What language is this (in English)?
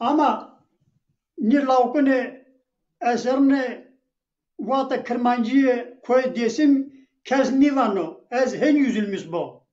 Zaza